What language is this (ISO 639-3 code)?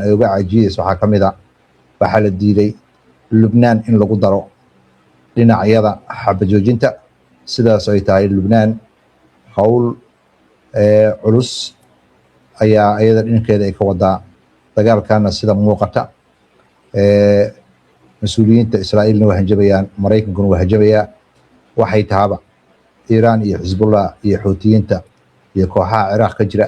som